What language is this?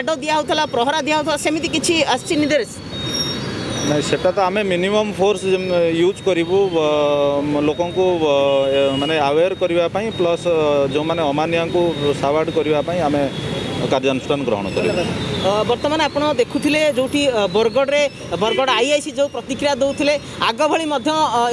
Odia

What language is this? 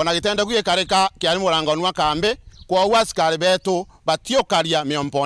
Meru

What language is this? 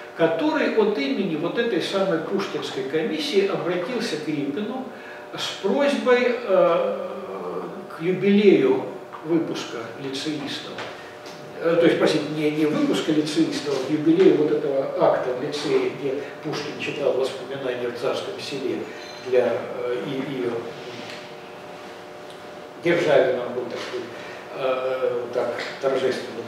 Russian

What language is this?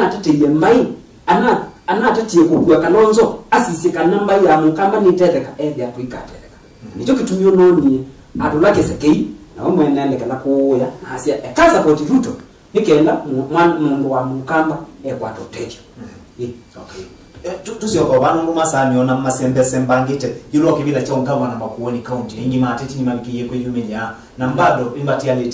Kamba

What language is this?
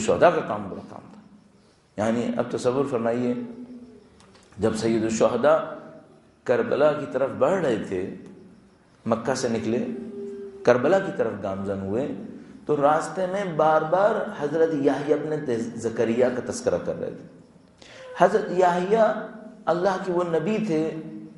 Urdu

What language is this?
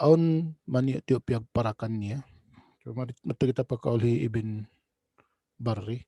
Tausug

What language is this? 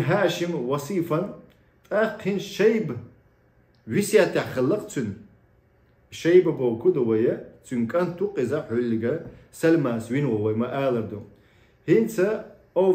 Chechen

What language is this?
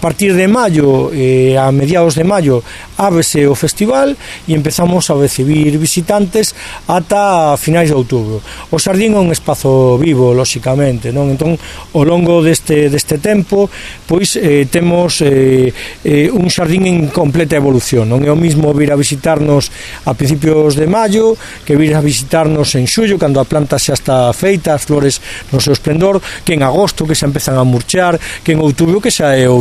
Galician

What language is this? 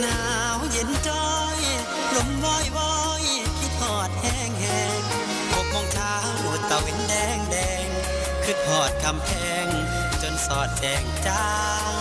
Northeastern Thai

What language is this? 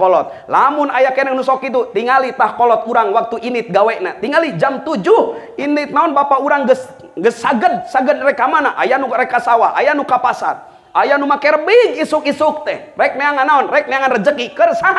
Sundanese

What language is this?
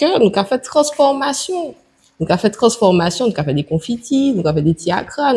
Guadeloupean Creole French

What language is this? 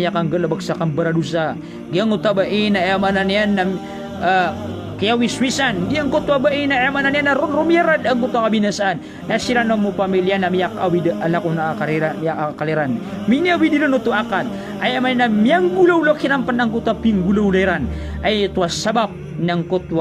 Maranao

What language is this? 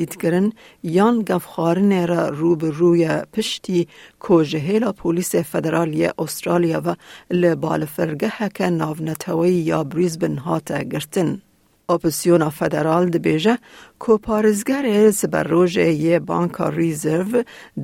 Kurdish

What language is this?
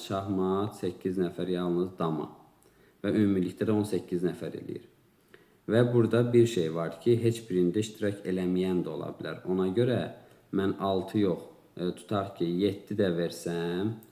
Azerbaijani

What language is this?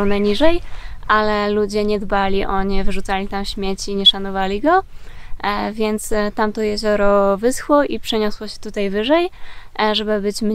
Polish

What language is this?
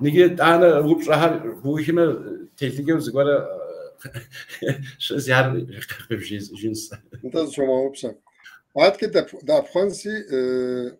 Kabardian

